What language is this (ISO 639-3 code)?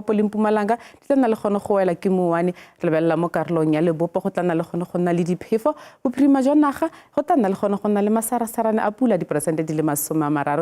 tsn